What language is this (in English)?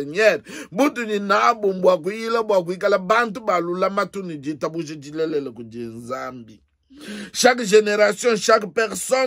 Luba-Lulua